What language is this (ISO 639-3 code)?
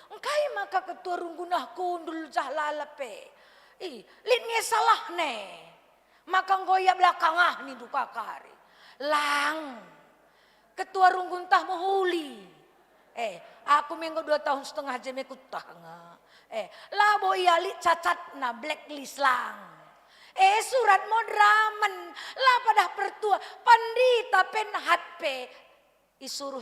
btx